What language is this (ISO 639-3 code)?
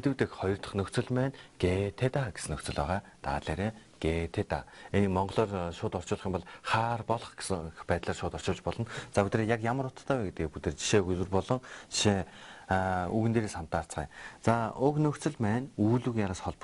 mon